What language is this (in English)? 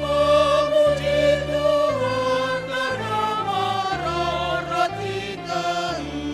Batak Simalungun